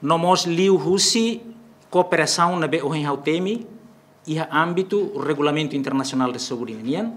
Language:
Tetum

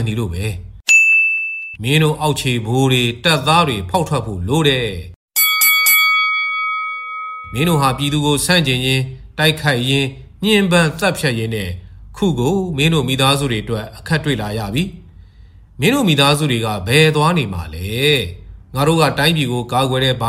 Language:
Burmese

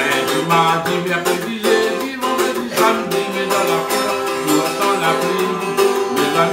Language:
Réunion Creole French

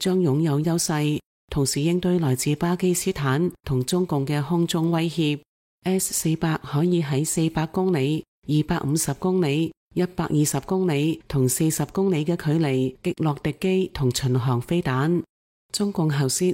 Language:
Cantonese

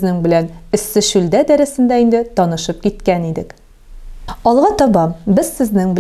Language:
Tatar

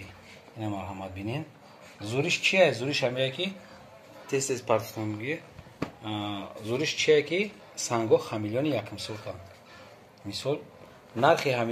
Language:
Tajik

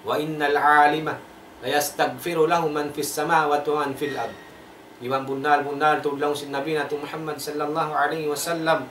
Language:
Tausug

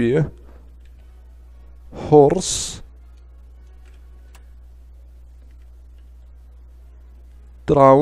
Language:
Arabic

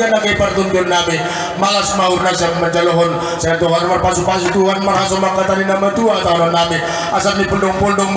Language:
Batak Simalungun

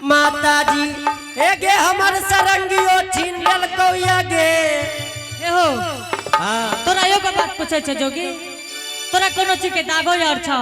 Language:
Angika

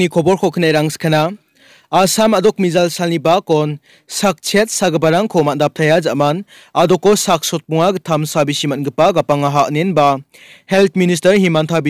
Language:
Garo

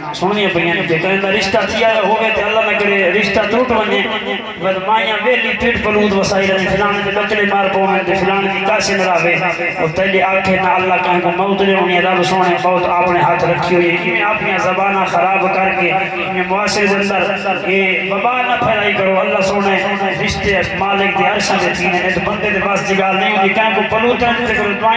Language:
Saraiki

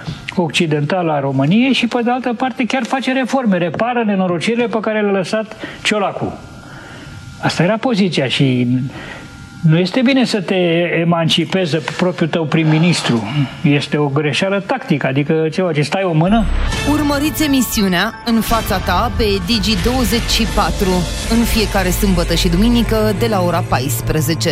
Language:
Romanian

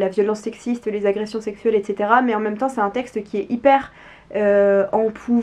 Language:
French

